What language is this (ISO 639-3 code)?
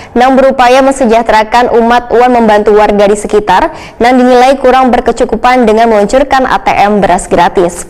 bjn